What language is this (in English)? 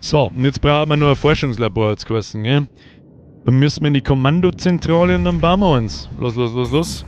Bavarian